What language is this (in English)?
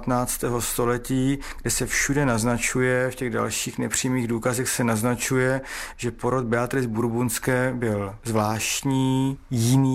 Czech